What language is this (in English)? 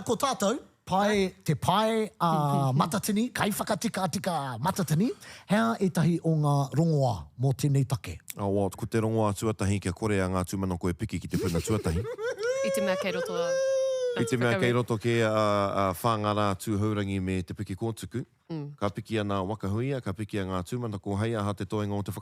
Māori